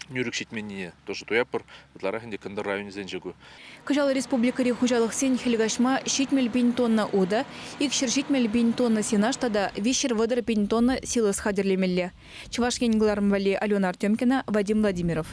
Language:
Chuvash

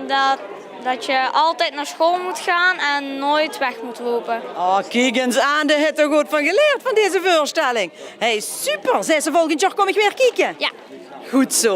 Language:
Limburgish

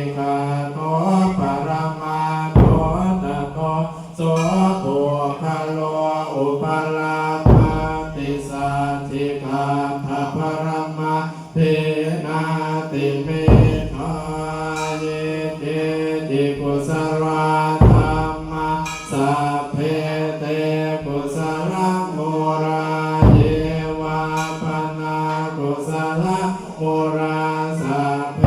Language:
Pali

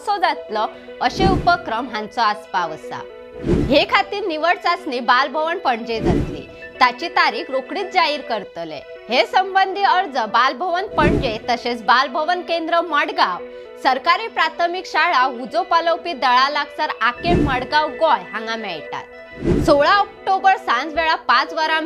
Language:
Konkani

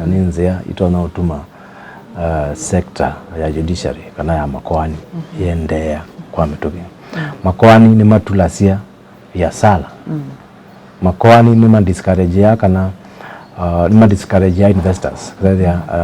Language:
Kamba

